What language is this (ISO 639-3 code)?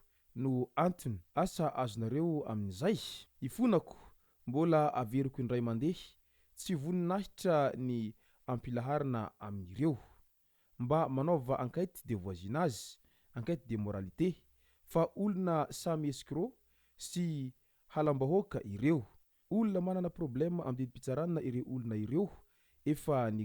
mlg